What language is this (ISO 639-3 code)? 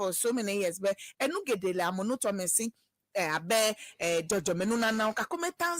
ewe